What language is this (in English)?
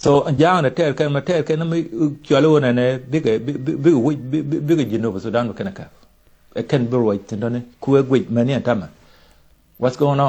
Nuer